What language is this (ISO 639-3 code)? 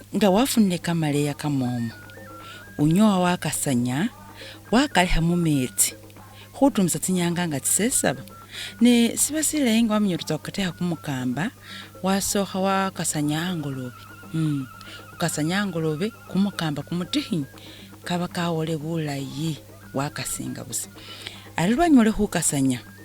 myx